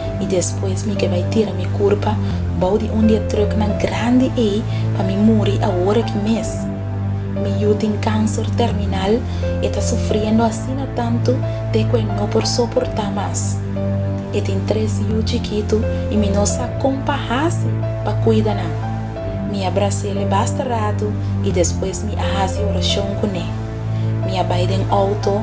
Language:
Papiamento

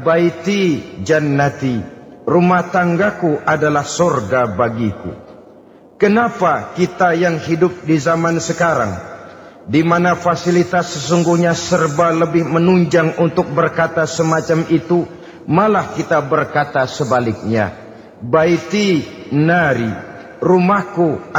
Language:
Indonesian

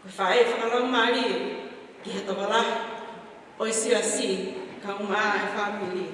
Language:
Tongan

